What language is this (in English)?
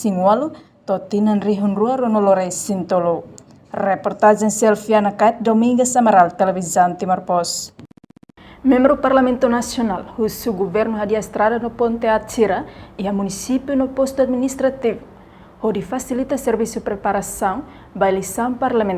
Tetum